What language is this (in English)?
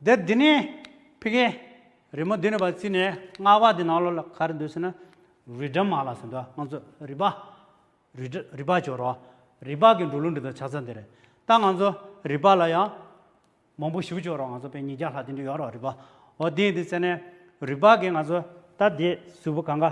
Tibetan